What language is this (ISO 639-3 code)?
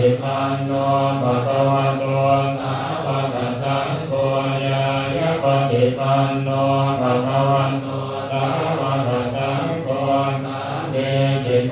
pli